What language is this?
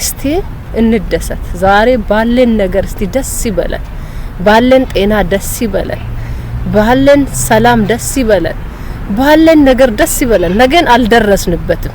Amharic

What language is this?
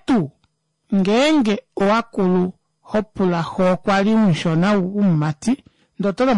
Kuanyama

